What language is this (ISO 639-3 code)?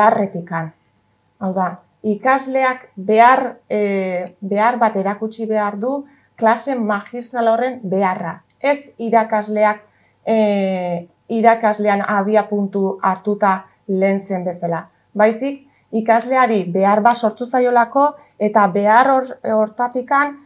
eus